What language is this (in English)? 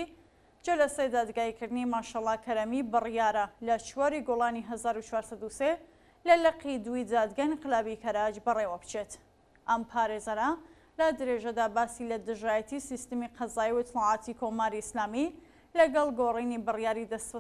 Central Kurdish